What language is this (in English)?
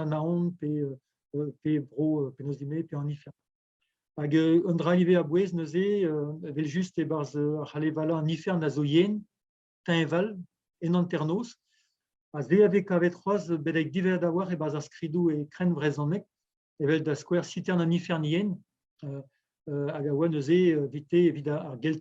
Breton